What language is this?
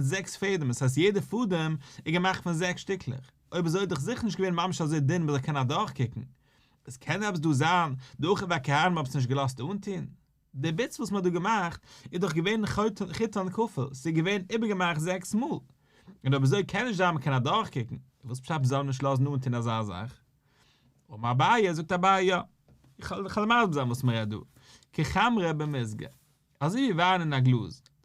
Yiddish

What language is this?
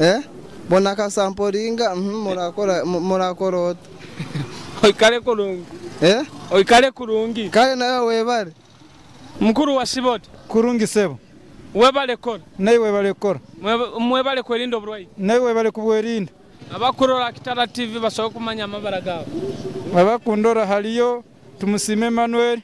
Nyoro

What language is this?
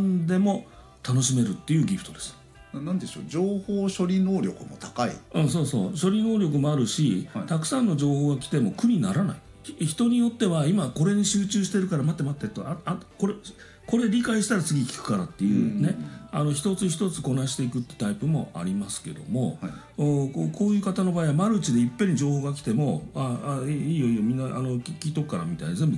Japanese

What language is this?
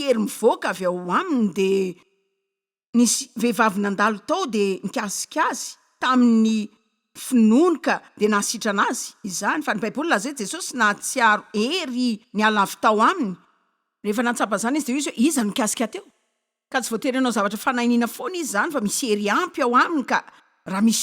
Malagasy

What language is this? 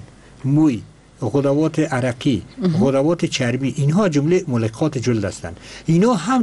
Persian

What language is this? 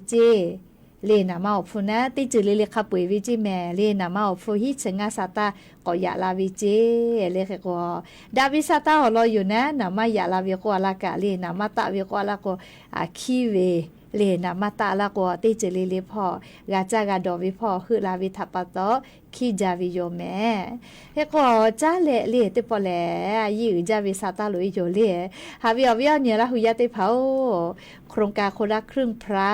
Lahu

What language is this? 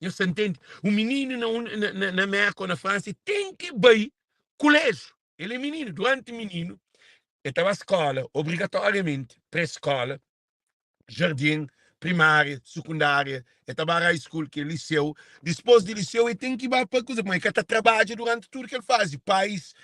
Kabuverdianu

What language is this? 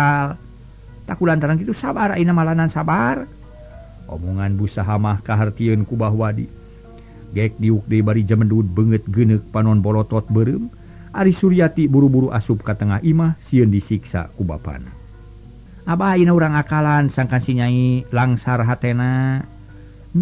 Sundanese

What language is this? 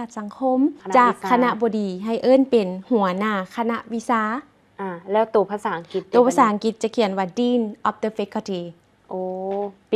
Lao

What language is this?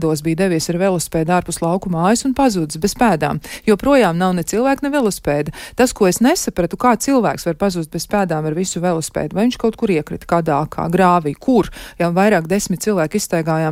Latvian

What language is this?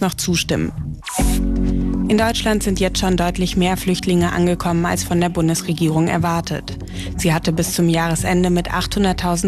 German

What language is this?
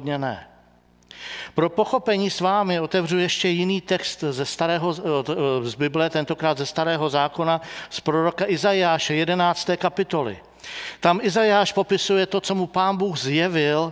Czech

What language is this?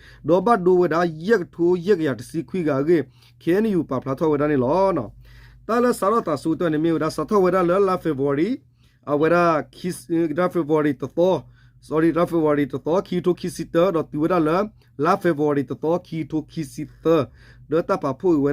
S'gaw Karen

